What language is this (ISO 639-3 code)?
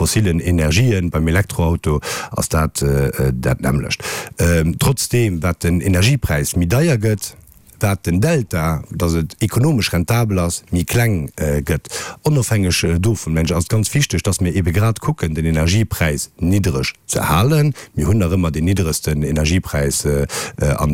ltz